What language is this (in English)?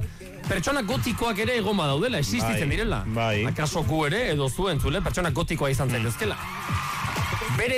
Basque